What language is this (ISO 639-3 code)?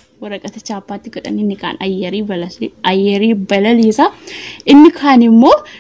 orm